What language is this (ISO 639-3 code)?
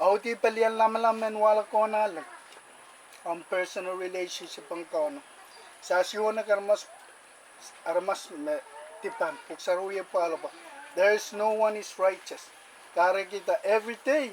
pon